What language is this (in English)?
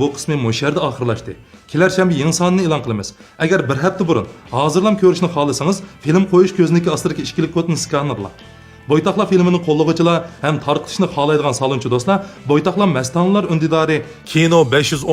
Uyghur